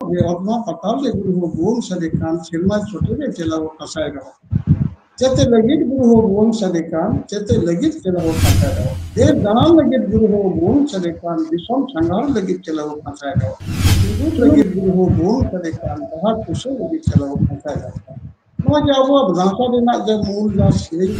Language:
Santali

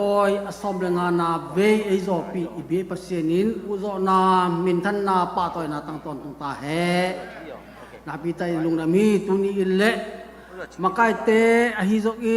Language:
Tedim Chin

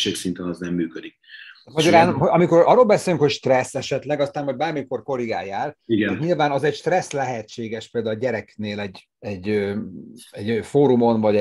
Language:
Hungarian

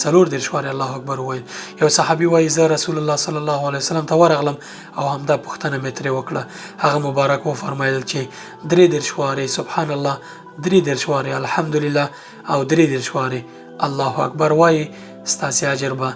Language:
Pashto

